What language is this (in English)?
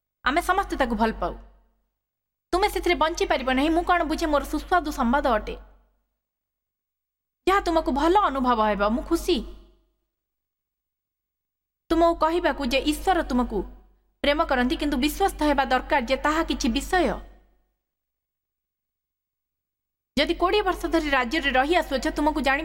Odia